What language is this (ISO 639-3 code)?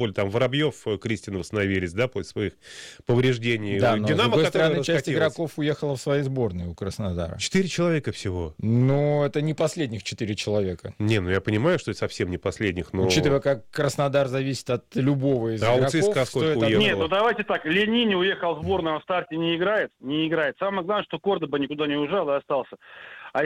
rus